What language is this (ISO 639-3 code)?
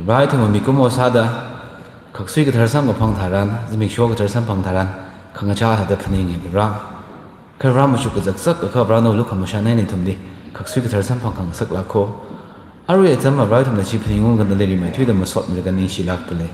nmf